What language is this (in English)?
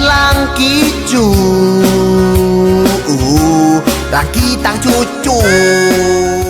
Minangkabau